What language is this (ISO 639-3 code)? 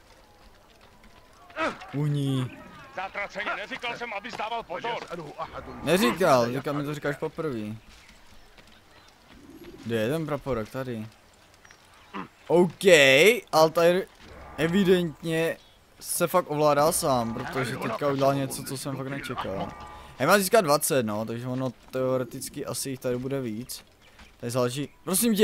ces